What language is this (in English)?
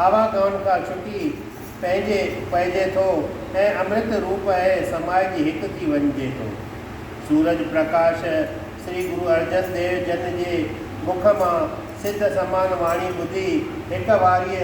Sindhi